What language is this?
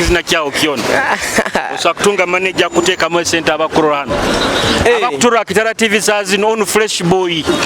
Nyoro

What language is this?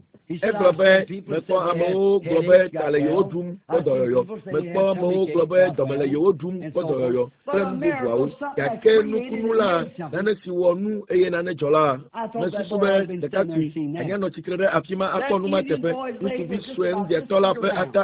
Ewe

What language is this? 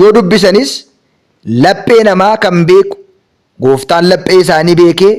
Oromo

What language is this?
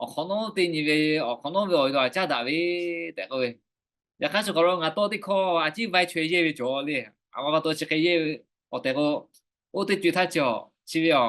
Lahu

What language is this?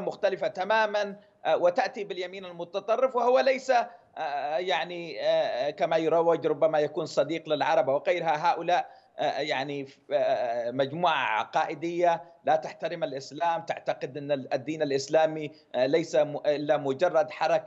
Arabic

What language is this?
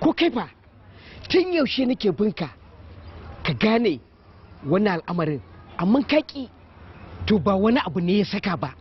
Hausa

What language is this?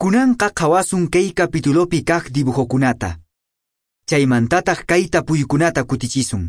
Quechua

